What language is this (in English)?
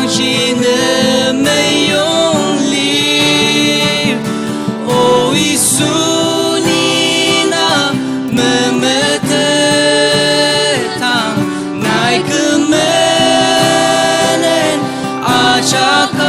Ao Naga